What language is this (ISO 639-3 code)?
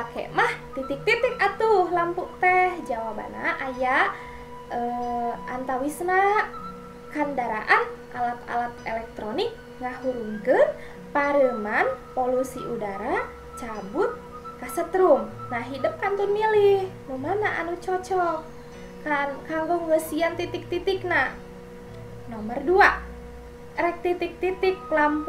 sun